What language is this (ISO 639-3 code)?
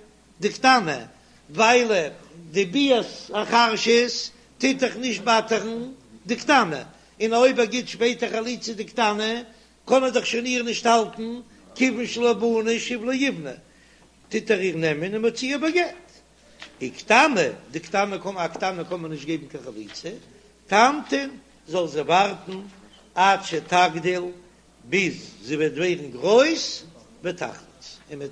yid